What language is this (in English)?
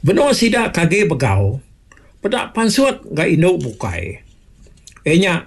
Iban